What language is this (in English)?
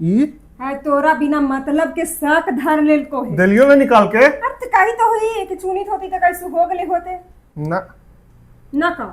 Magahi